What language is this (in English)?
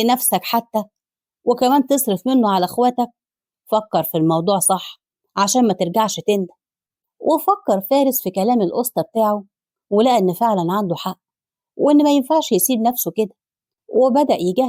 Egyptian Arabic